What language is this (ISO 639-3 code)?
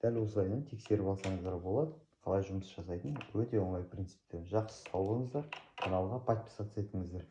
kaz